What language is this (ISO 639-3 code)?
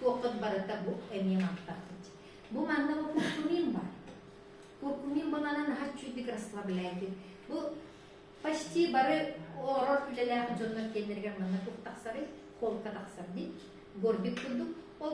sah